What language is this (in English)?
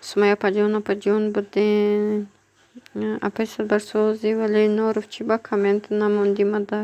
Tajik